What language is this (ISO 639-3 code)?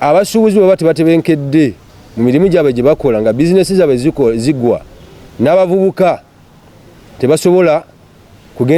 lug